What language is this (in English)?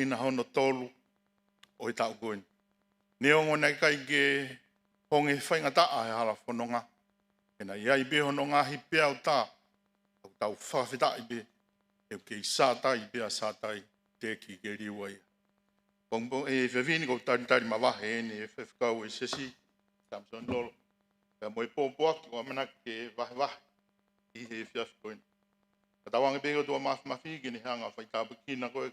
Tongan